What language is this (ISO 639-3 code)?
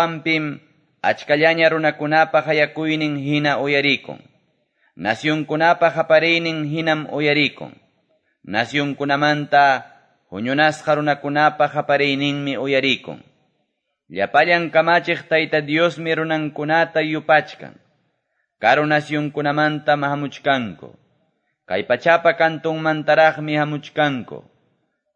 que